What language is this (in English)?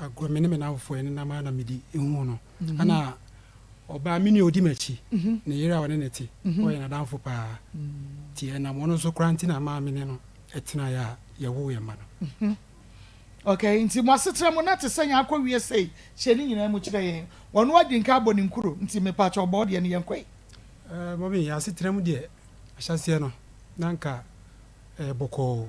Akan